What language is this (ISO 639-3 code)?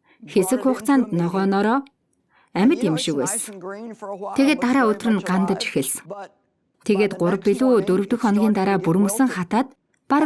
mon